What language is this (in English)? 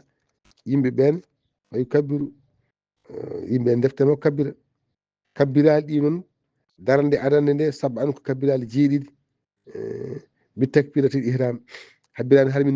Fula